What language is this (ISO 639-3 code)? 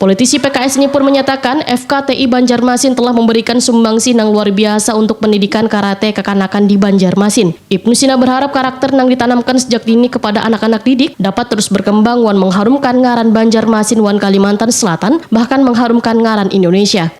bjn